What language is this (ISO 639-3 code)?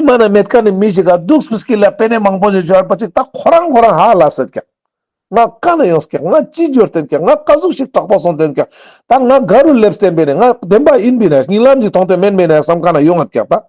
lbj